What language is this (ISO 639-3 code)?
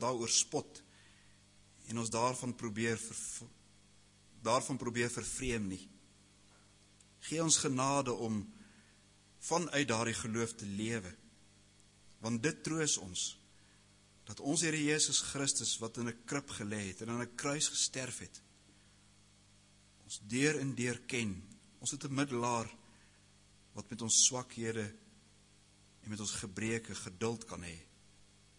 afr